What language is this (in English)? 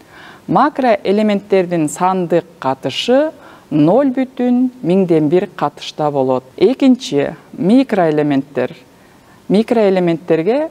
Kyrgyz